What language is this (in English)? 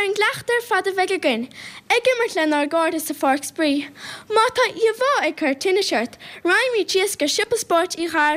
Irish